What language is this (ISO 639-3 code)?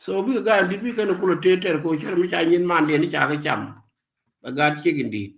nus